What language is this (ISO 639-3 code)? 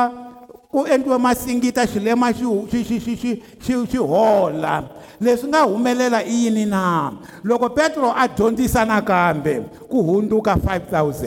tso